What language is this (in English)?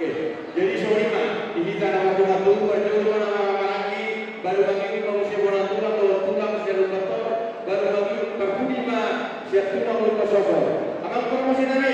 Batak Toba